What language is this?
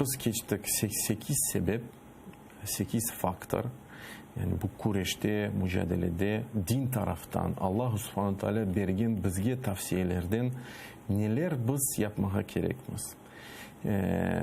Crimean Tatar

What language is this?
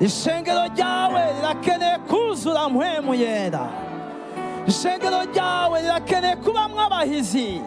Rundi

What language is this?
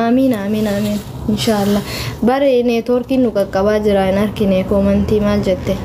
Oromo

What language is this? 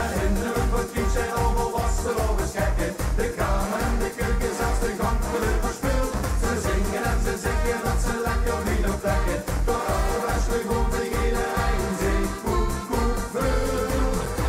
Limburgish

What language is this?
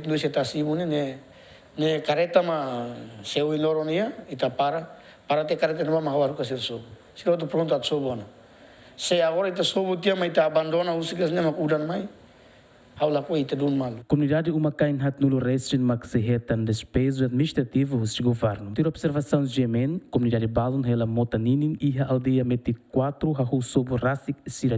Tetum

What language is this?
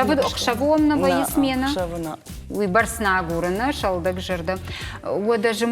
Ossetic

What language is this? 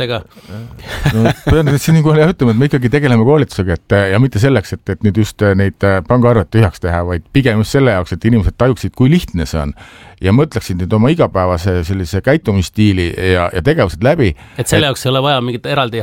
Estonian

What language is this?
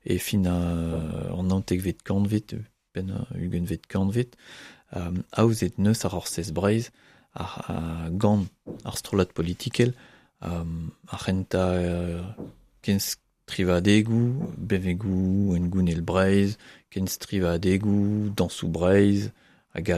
Breton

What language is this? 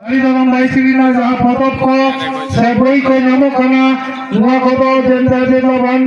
Santali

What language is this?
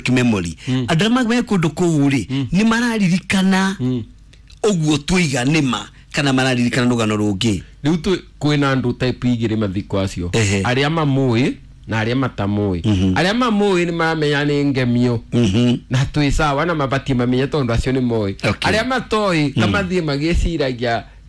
Kikuyu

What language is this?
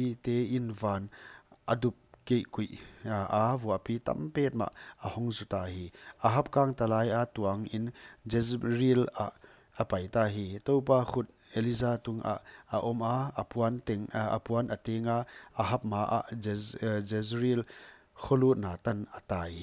Paite Chin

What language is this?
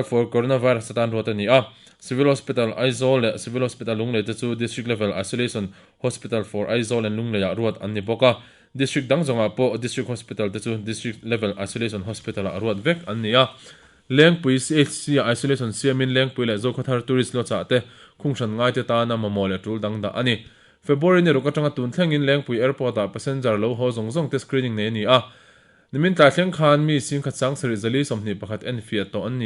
Mizo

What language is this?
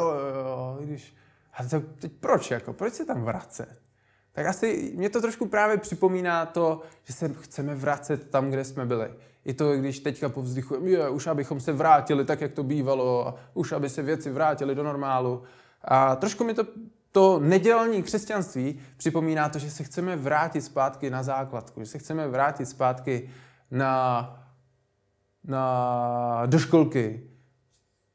Czech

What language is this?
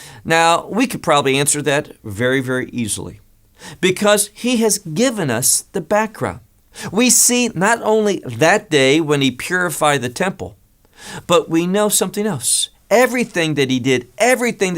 English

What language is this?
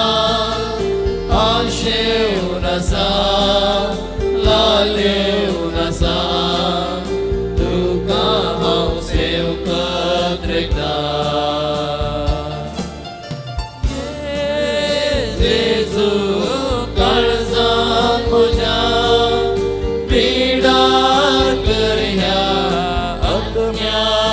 Konkani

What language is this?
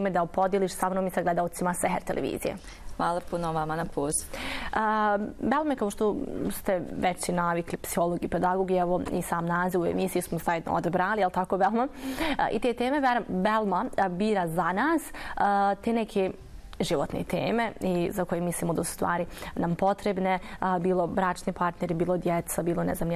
Bosnian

